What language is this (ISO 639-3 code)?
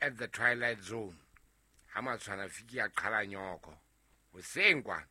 sot